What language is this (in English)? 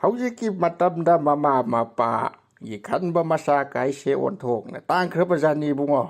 Manipuri